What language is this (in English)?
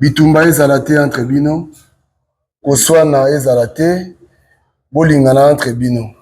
Lingala